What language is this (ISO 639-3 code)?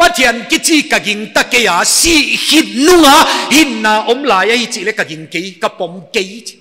pck